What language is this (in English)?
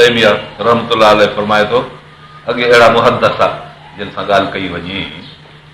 Sindhi